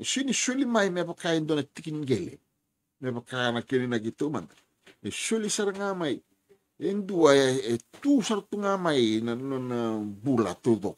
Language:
Fijian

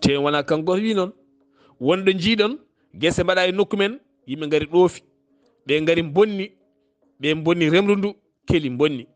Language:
Fula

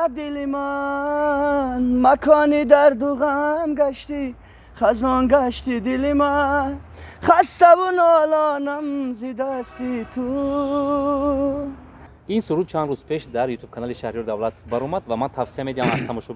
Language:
Tajik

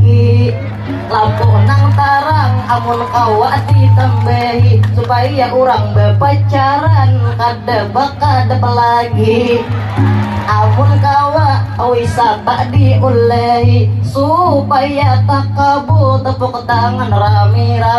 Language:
Banjar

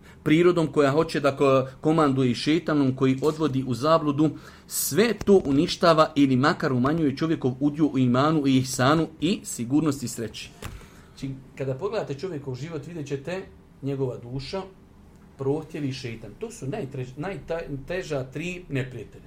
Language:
Bosnian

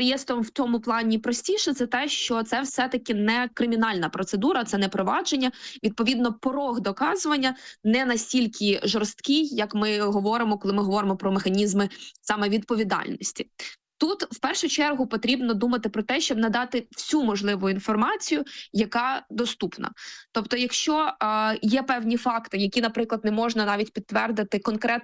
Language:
Ukrainian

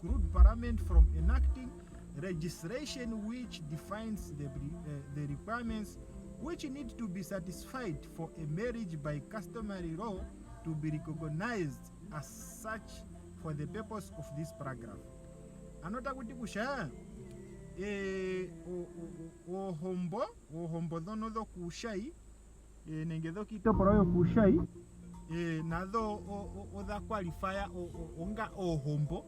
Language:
Ndonga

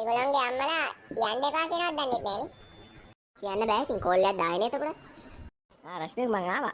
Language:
Sinhala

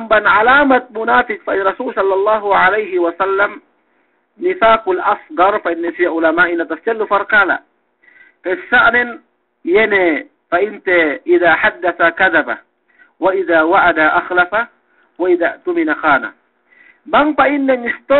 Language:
Yakan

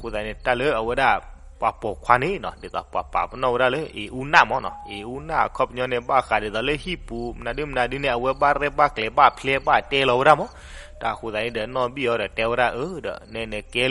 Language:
S'gaw Karen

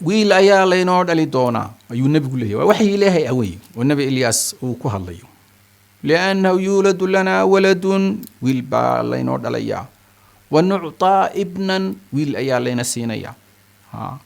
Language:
Somali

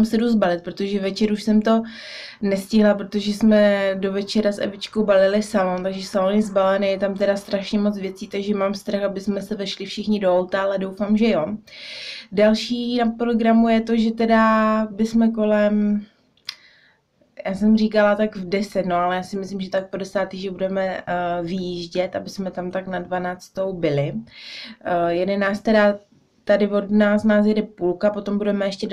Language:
Czech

